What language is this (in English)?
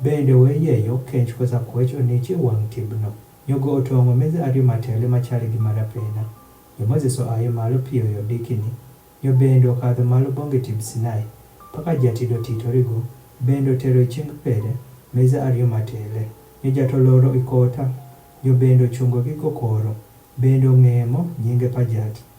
Adhola